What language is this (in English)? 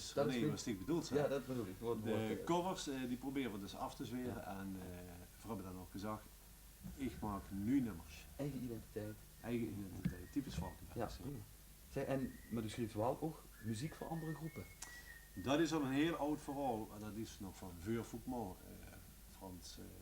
Limburgish